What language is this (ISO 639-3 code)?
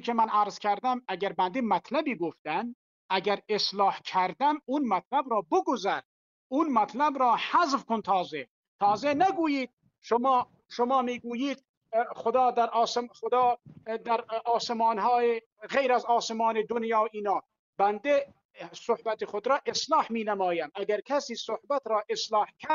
tgk